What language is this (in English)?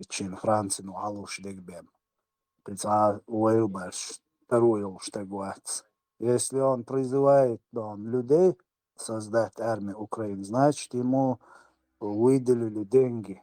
Chechen